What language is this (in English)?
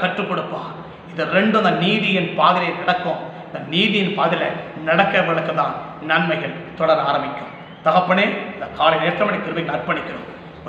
Tamil